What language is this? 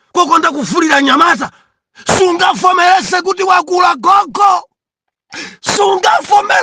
Nyanja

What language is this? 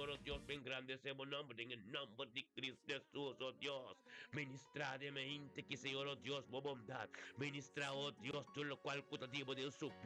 Papiamento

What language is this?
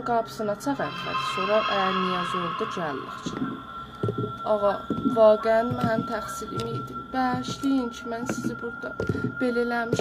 South Azerbaijani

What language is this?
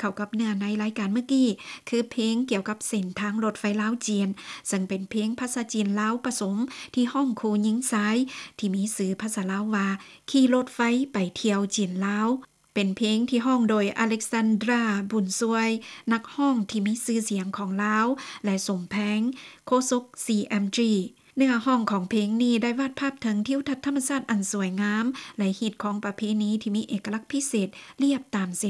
Lao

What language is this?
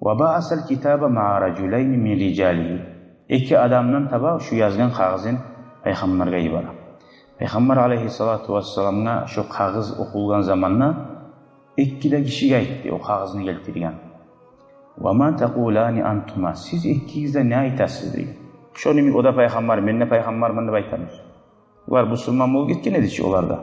Kumyk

